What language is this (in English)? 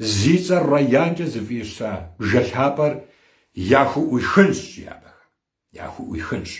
Kabardian